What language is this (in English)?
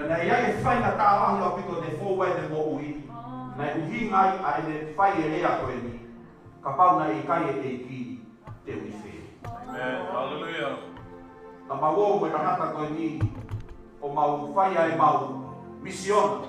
Tongan